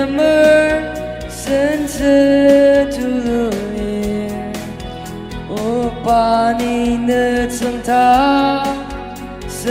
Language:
Ao Naga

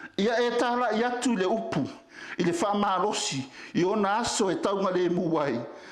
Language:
Samoan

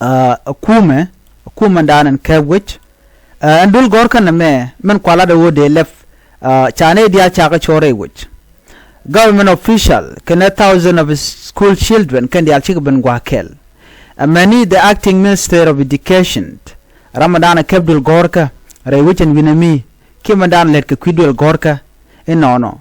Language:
Nuer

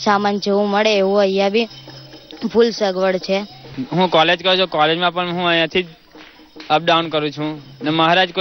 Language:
Gujarati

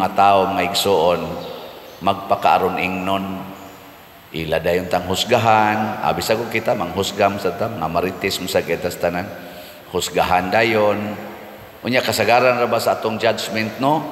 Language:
Cebuano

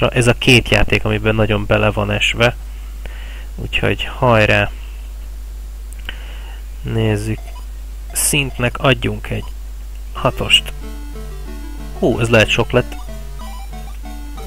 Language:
Hungarian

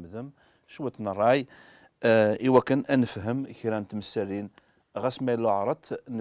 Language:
Kabyle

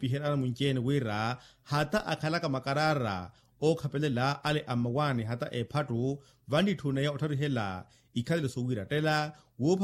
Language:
Makhuwa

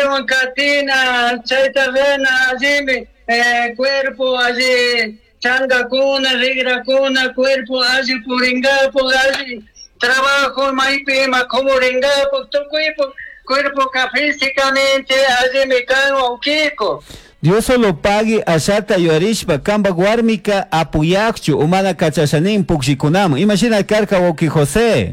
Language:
Chimborazo Highland Quichua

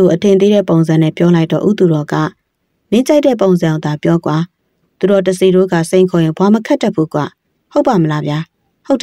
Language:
Burmese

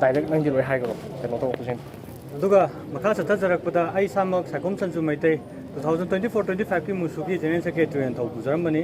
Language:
Manipuri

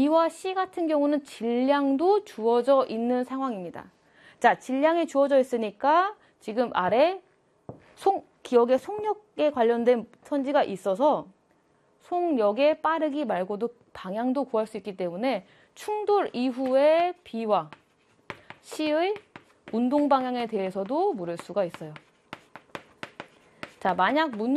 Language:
Korean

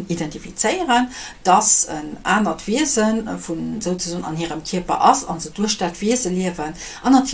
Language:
Luxembourgish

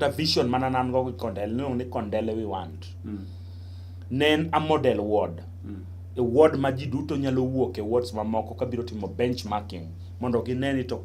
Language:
Luo (Kenya and Tanzania)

